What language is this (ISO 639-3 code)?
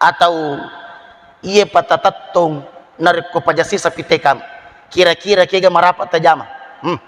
bug